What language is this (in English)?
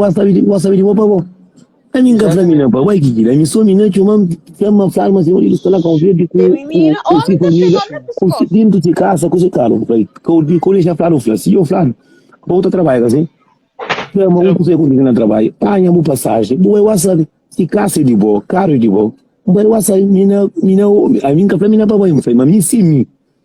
Kabuverdianu